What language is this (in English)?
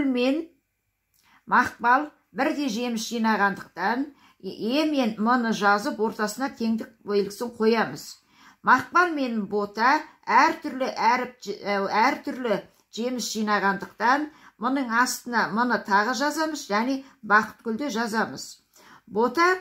Kazakh